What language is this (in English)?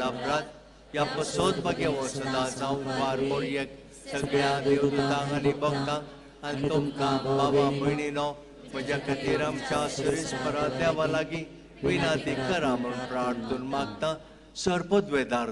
Konkani